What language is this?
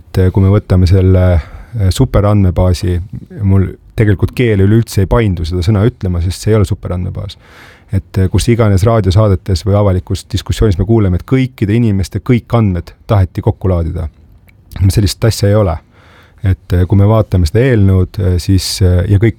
Estonian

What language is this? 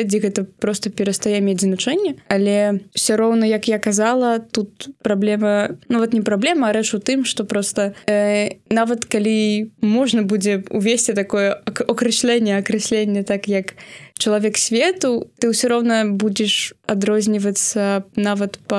Belarusian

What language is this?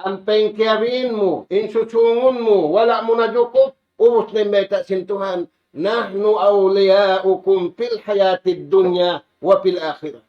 Tausug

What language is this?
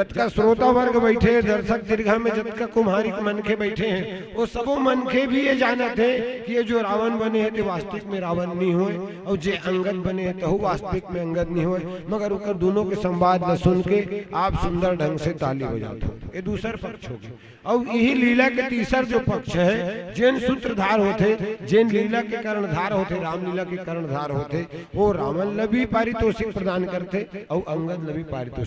Chhattisgarhi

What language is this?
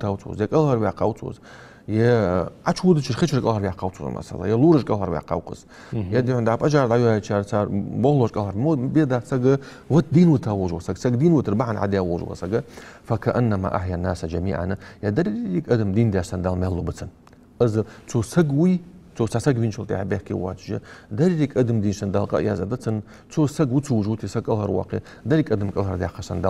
Ingush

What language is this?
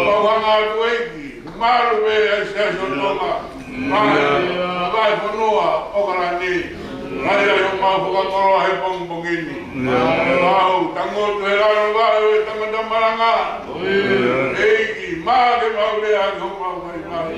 Tongan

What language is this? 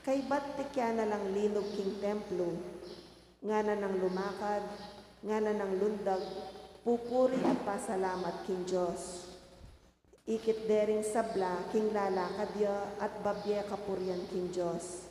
Pampanga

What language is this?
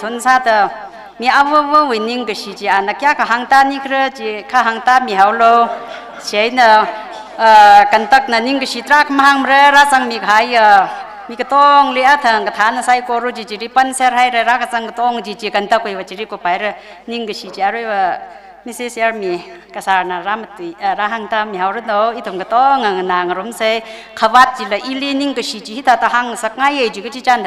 Tangkhul Naga (India)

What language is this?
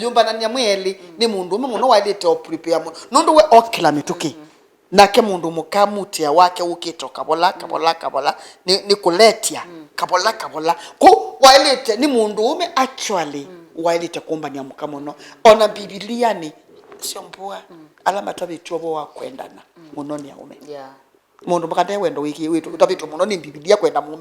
Kamba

